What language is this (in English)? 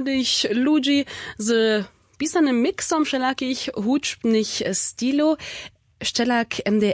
Upper Sorbian